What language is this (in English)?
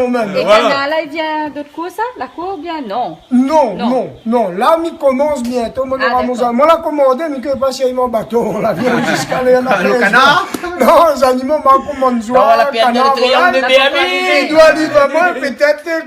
Réunion Creole French